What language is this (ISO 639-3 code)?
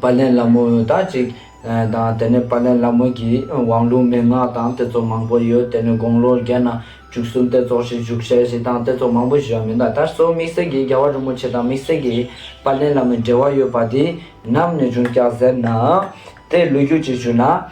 lbj